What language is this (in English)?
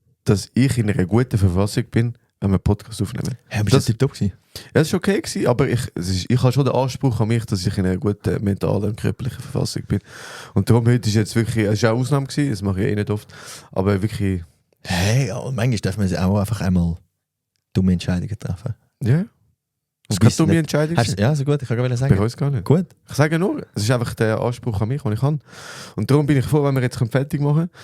Swiss German